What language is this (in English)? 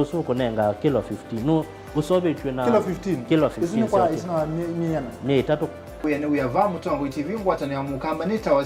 Kamba